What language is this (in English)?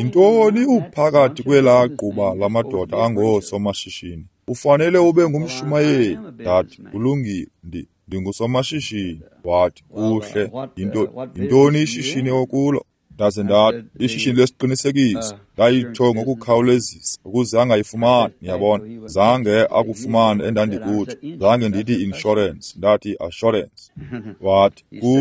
Xhosa